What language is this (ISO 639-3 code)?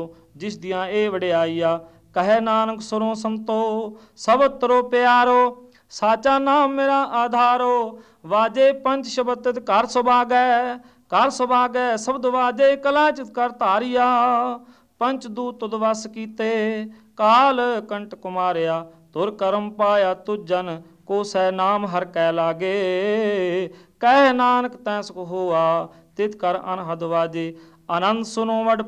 pan